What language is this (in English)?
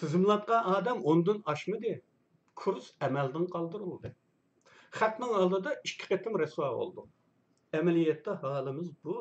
Uyghur